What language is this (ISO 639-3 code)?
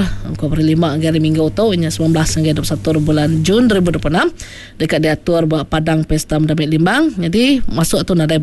iba